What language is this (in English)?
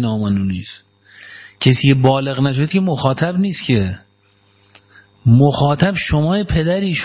Persian